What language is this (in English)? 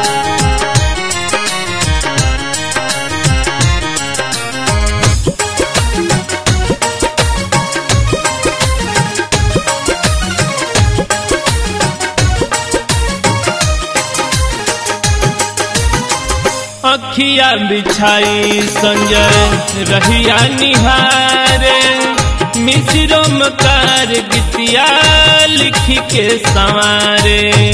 Bhojpuri